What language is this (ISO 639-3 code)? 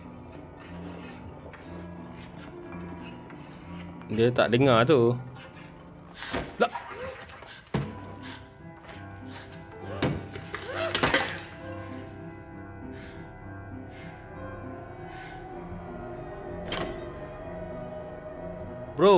msa